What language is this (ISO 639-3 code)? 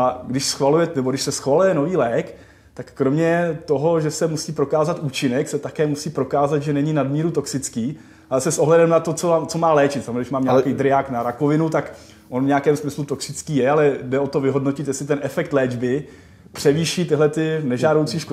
ces